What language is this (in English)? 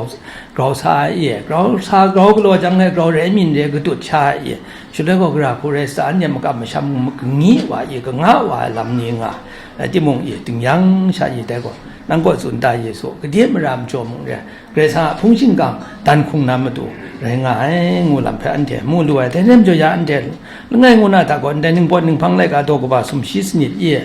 Kachin